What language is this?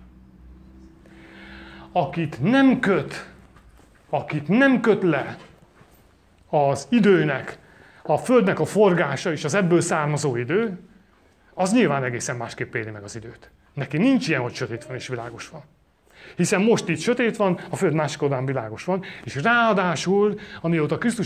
Hungarian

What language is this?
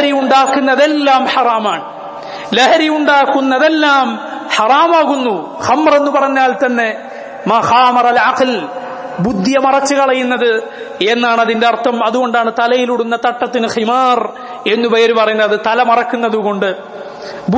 Malayalam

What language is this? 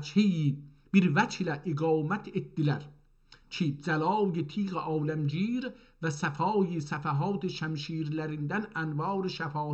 South Azerbaijani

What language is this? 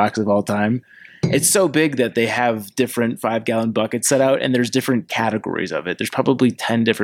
English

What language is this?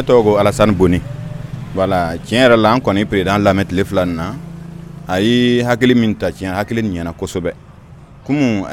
Dyula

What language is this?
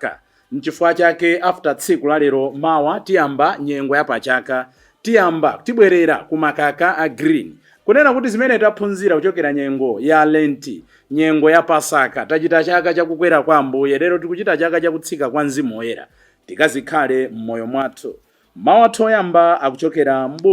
Nyanja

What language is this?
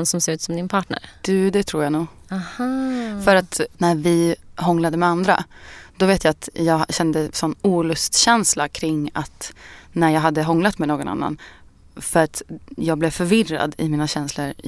Swedish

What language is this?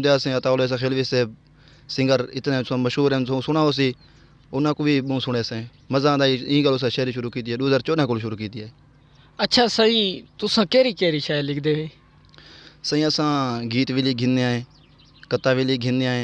Saraiki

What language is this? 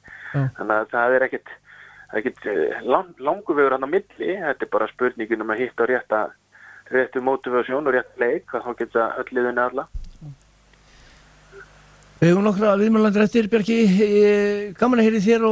Icelandic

